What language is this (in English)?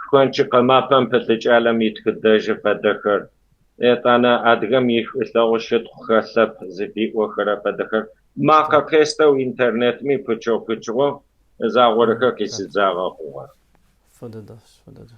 Kabardian